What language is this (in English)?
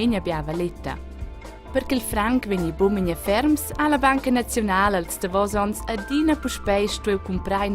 Romansh